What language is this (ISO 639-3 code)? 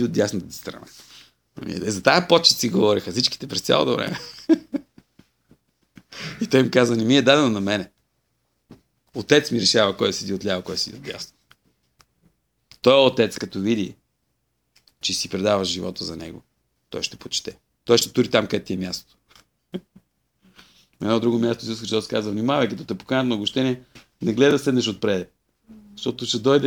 bul